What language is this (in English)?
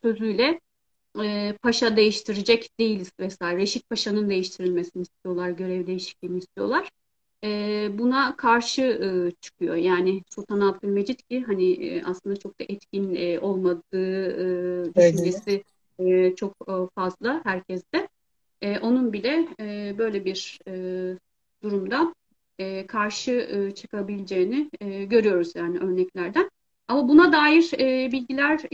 Turkish